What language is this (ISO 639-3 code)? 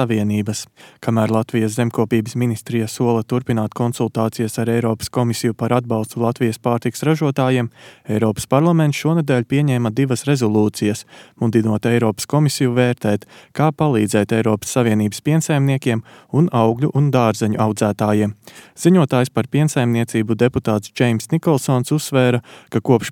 lav